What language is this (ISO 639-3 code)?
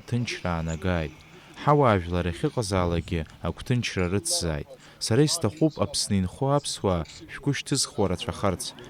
abk